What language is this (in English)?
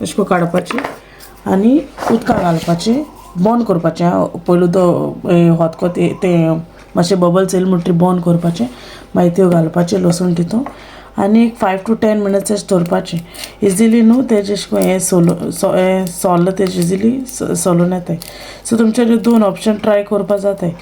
Konkani